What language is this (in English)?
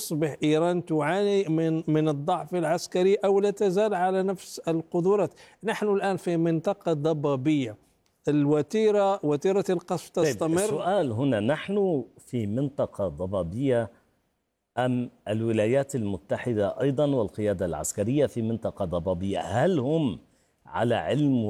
Arabic